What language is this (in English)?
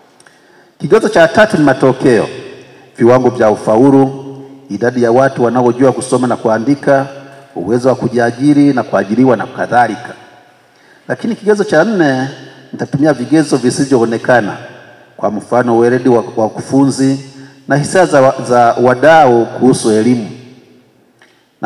Swahili